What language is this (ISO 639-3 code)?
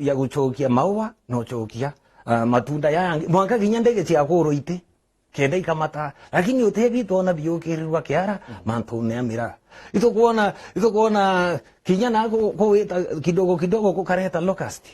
mer